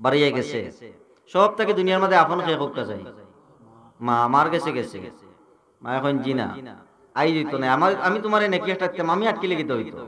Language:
Sylheti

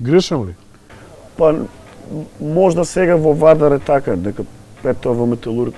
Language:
Macedonian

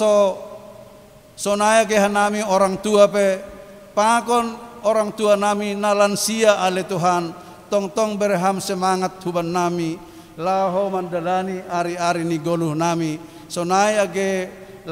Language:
Batak Simalungun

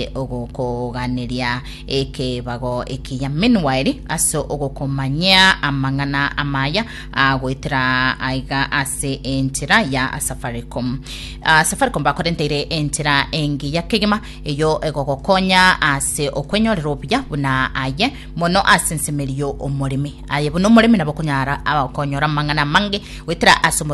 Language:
Gusii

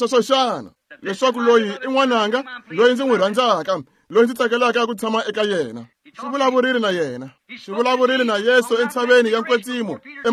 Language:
Tsonga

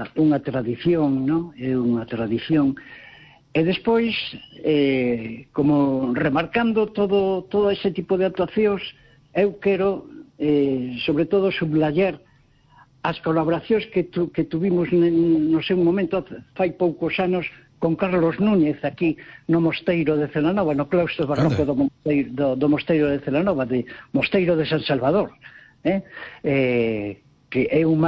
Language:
Galician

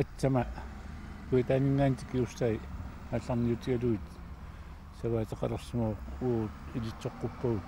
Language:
Kalaallisut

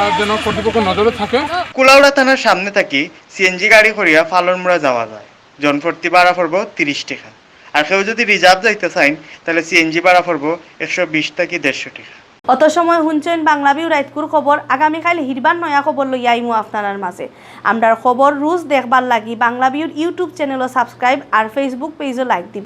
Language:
Sylheti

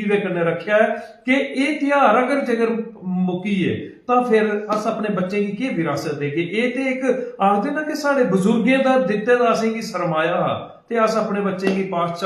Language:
Dogri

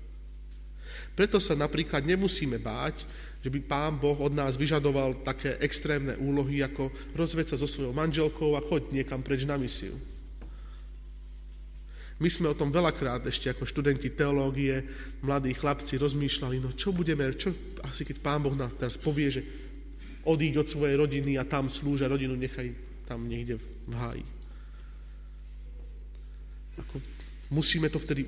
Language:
Slovak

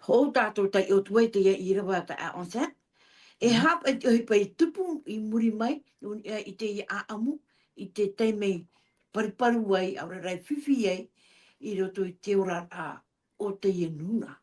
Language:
Tahitian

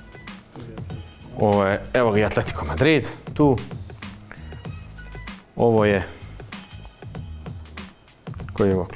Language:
Croatian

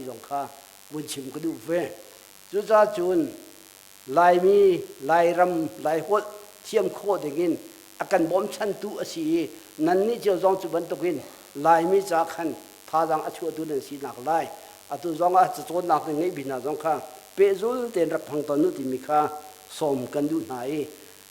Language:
Hakha Chin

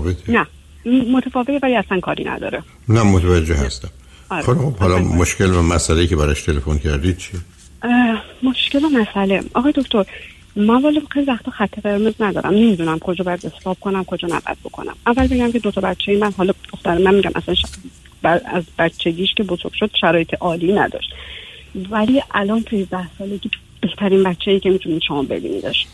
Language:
Persian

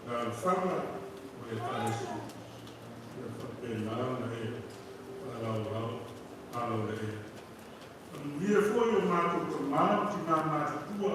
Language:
Samoan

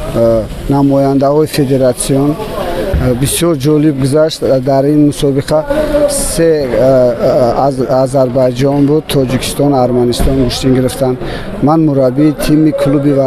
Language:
Tajik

